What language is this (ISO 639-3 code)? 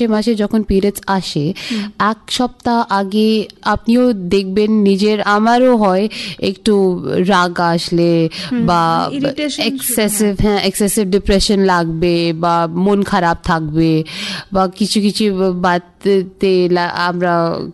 ben